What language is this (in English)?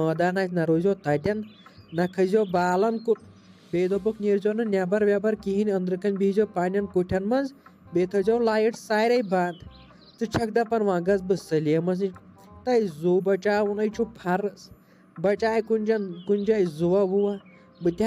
Kashmiri